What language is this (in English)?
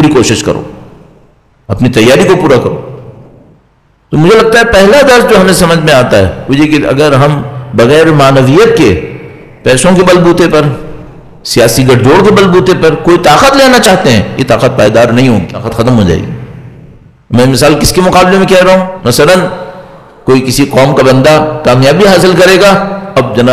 Urdu